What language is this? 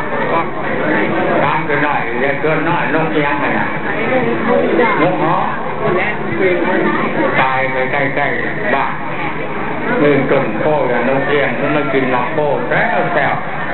Thai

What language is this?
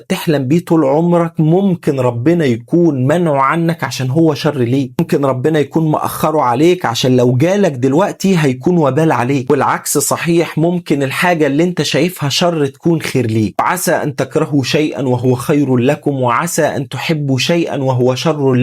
Egyptian Arabic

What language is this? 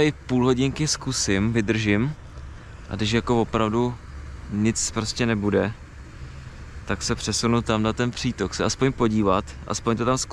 Czech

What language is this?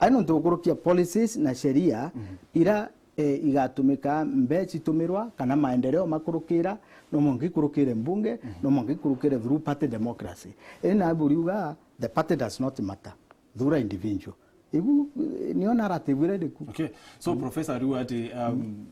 Meru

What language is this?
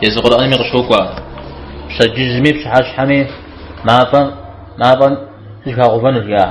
Kabardian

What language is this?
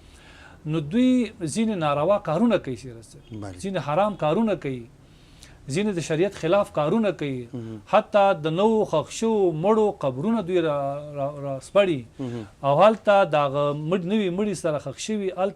Pashto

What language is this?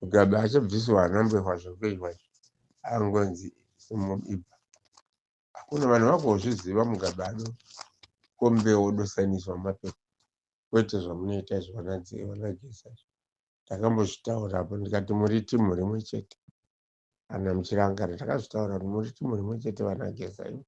Shona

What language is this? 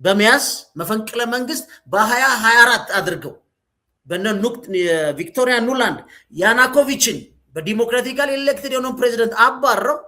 Amharic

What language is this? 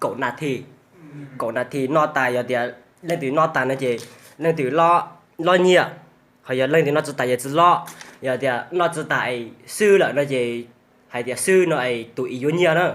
Hmong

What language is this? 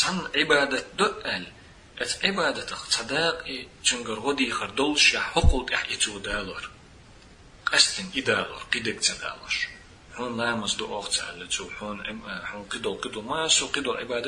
Chechen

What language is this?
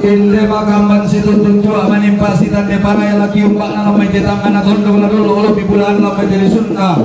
Toraja-Sa'dan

